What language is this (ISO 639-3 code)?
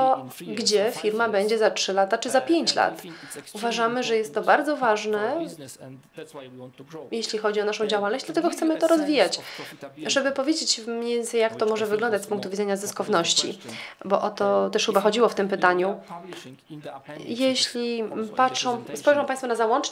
pol